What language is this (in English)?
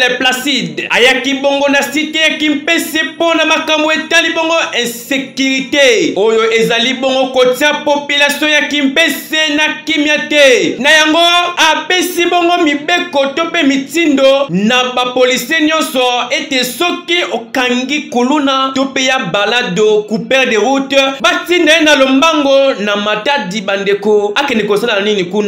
Lingala